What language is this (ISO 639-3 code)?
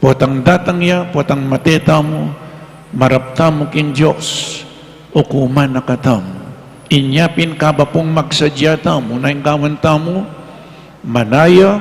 pam